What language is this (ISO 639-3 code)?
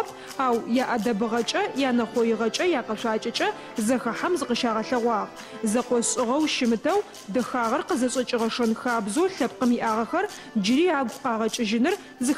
ady